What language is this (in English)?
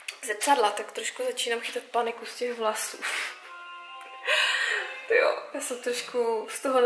Czech